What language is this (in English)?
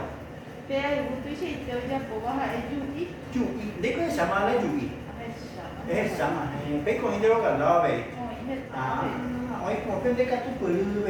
Guarani